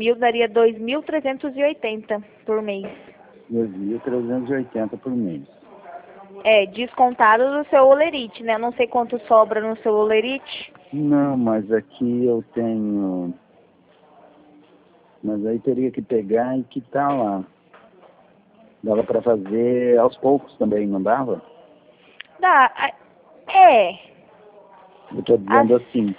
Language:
Portuguese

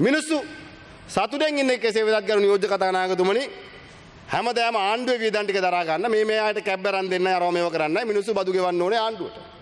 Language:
Sinhala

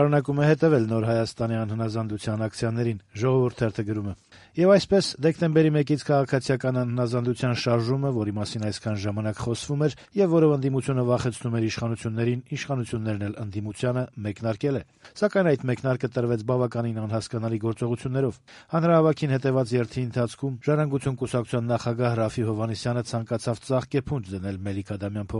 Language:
Armenian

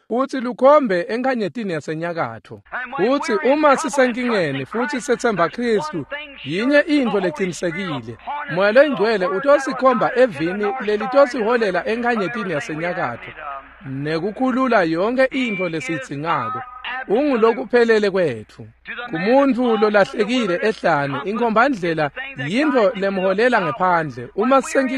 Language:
Swati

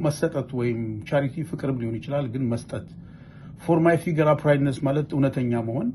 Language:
Amharic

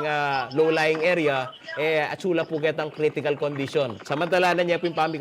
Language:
Pampanga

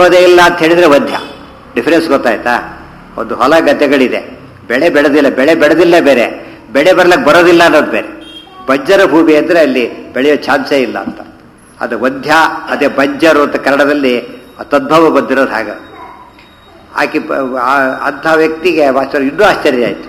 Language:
Kannada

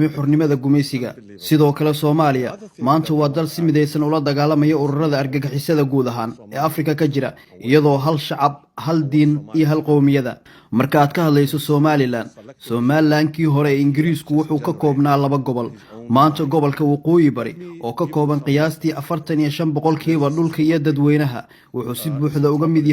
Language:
Somali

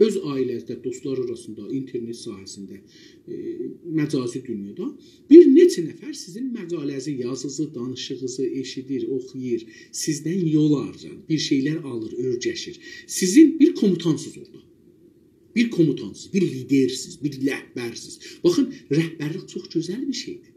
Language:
South Azerbaijani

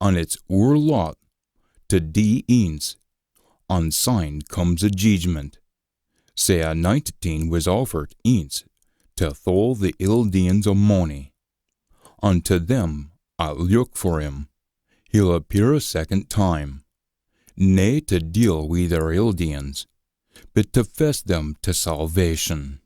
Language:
Scots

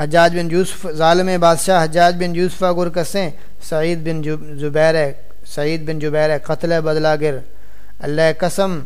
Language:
Saraiki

